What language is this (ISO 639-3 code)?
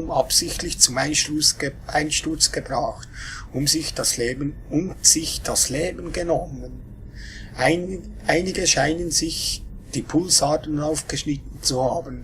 gsw